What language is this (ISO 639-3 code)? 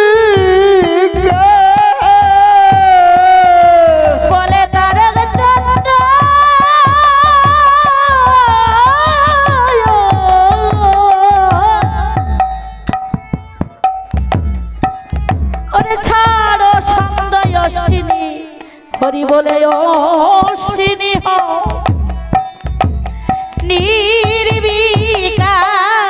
ben